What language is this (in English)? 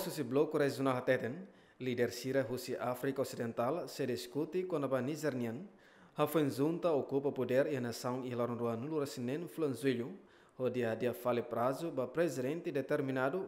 Tetum